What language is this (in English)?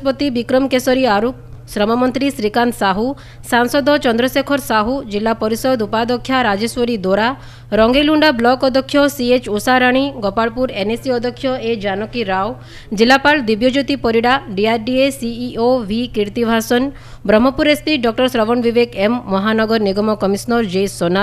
Odia